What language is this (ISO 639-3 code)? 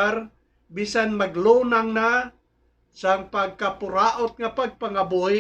hil